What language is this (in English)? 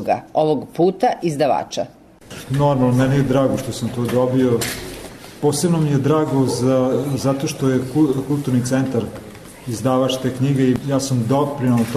Serbian